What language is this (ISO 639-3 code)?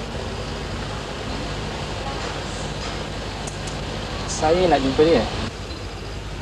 msa